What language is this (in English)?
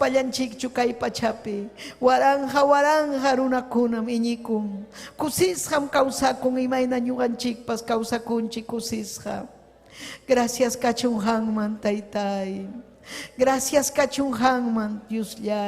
Ayacucho Quechua